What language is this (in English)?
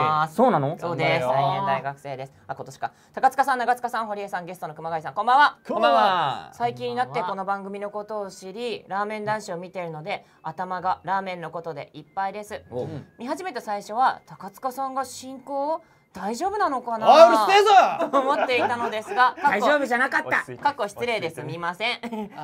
Japanese